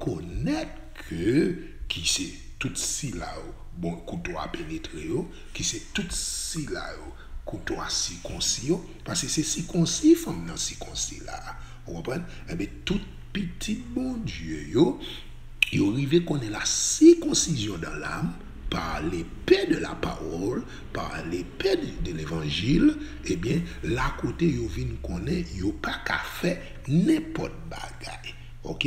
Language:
Haitian Creole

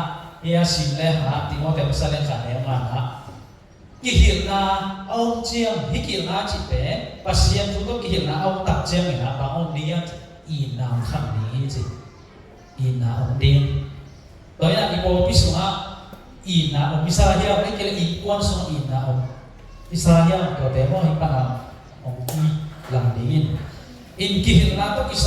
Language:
Tedim Chin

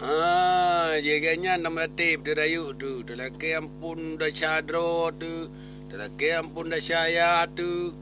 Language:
Achinese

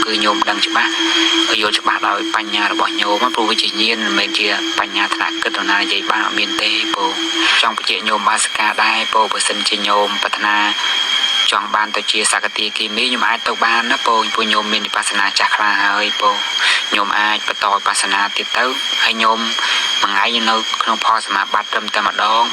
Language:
Khmer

